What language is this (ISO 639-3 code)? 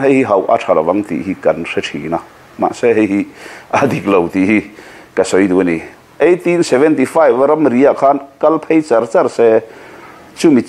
lus